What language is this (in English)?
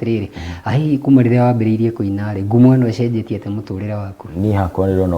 Kikuyu